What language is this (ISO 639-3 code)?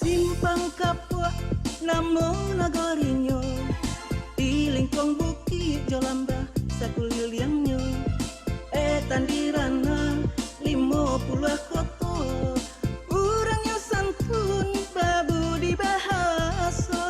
min